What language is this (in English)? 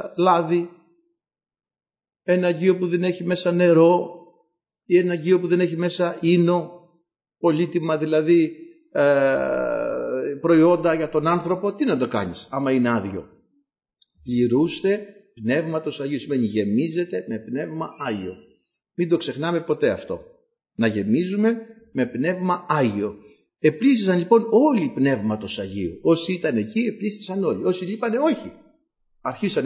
Greek